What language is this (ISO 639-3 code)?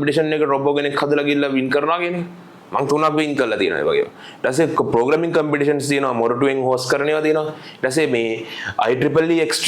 sin